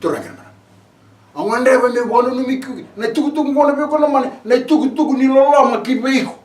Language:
Fijian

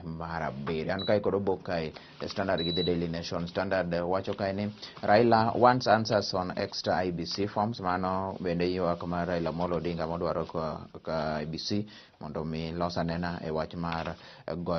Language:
Luo (Kenya and Tanzania)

